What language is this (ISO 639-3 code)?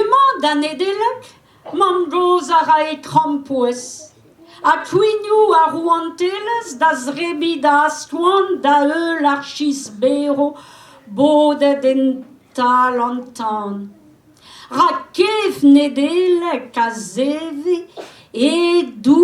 bre